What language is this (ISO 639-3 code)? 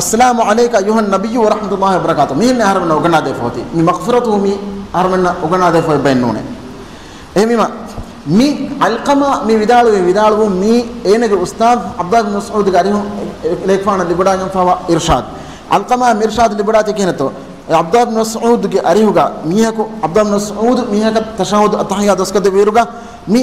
div